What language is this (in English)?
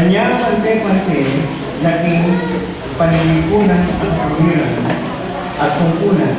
Pampanga